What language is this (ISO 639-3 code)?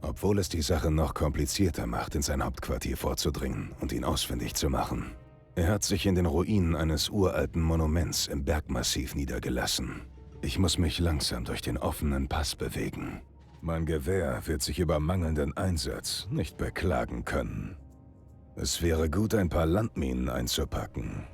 bar